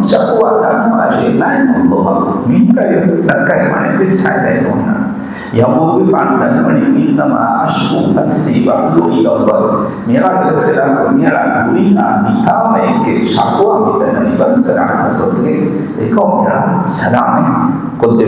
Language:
Divehi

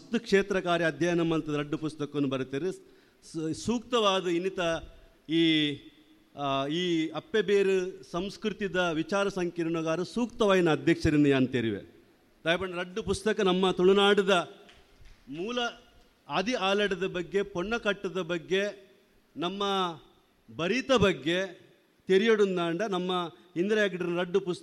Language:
Tulu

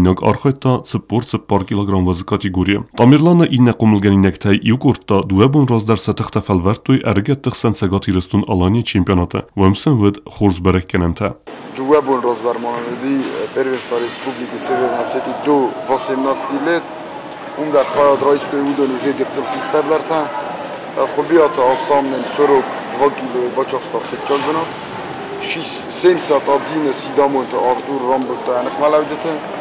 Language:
Ossetic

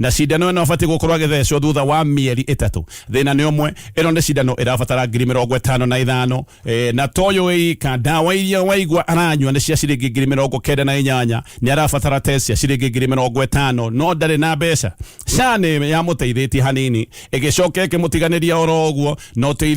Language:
Kikuyu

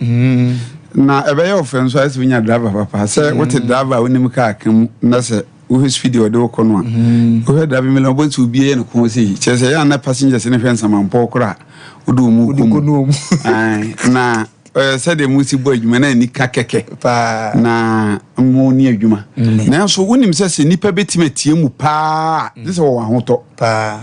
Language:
Akan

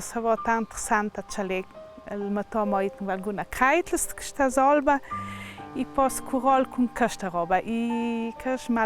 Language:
Ladin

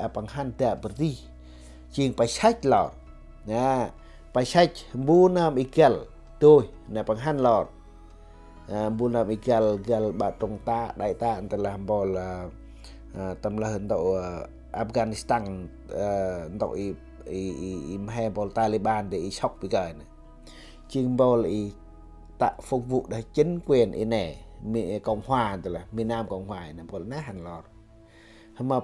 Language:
Central Mnong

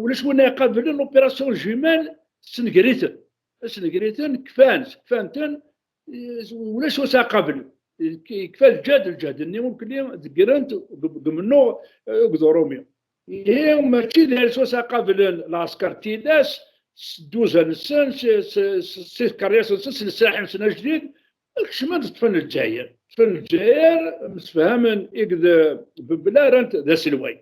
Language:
Kabyle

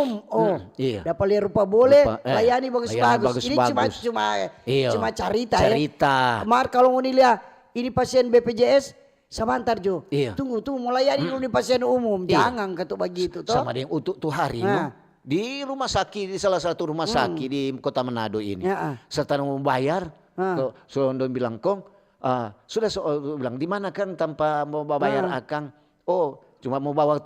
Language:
Manado Malay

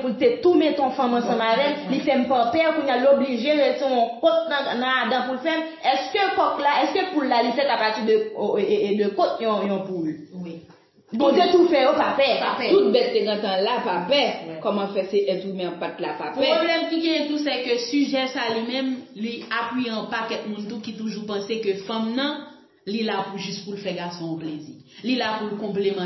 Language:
Haitian Creole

